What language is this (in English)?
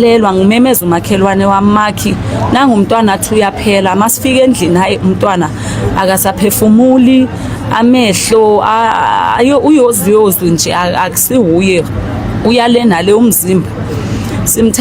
Zulu